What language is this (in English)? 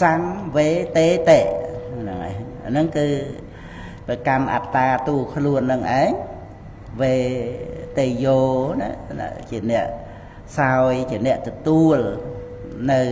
Khmer